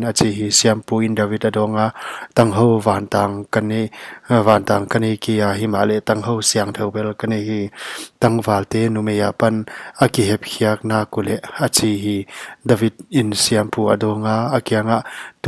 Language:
Paite Chin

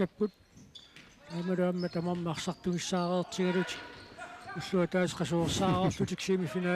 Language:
Kalaallisut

